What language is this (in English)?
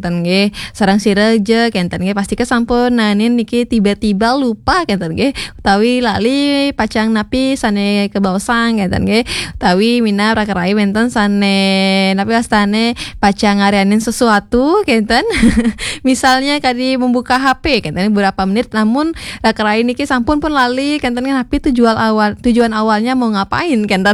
Balinese